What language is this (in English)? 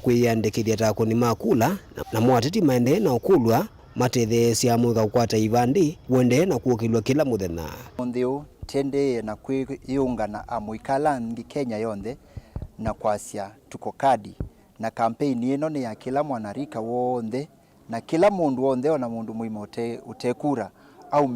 Kamba